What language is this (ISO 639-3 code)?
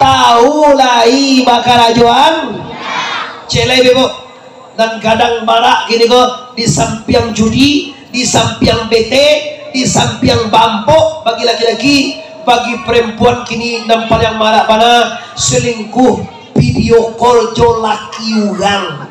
min